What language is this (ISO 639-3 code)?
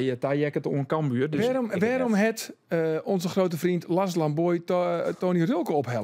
fry